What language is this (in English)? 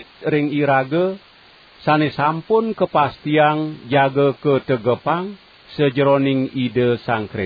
Balinese